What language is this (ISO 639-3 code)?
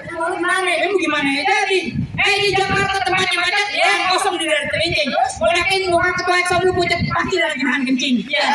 bew